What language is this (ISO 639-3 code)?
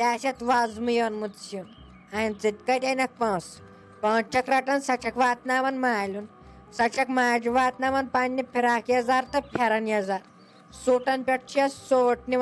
kas